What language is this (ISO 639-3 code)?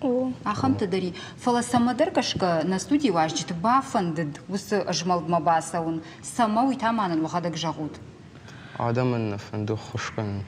oss